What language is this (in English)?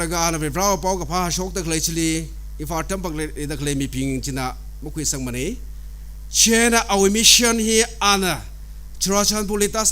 Tangkhul Naga (India)